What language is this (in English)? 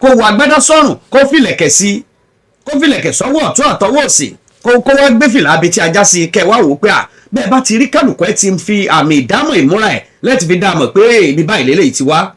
Yoruba